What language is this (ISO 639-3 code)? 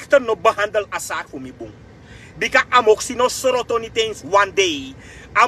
srn